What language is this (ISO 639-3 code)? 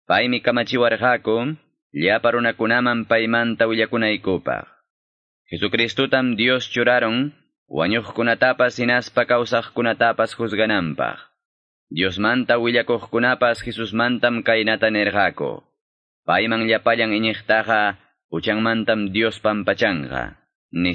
que